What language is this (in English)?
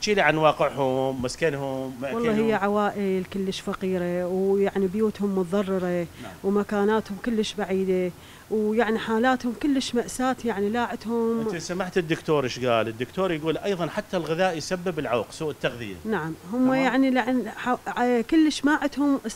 Mesopotamian Arabic